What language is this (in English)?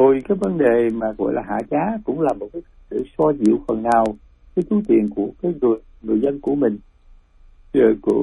Vietnamese